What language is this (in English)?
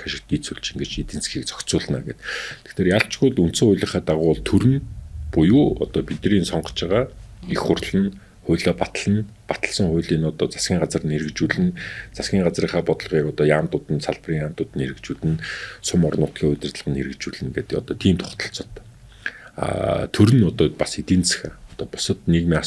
Mongolian